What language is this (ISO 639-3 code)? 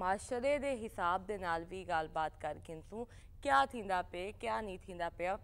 skr